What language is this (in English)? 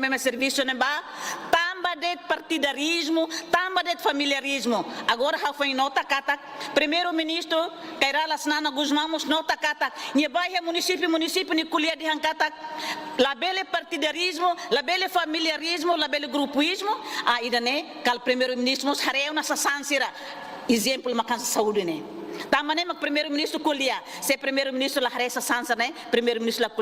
Tetum